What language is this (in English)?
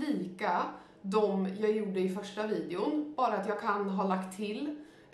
Swedish